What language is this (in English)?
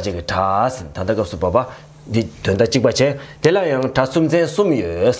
Tibetan